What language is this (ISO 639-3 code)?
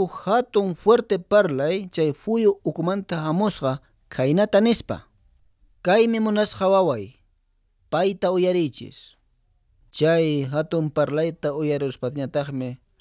que